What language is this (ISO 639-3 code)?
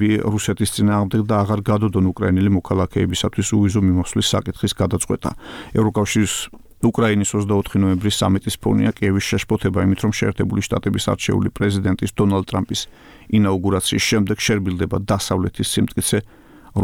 kat